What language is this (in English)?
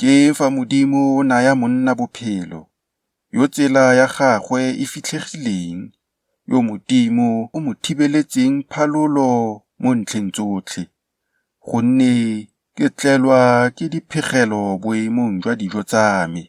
Tswana